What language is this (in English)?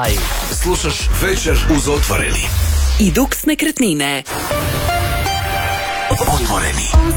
Croatian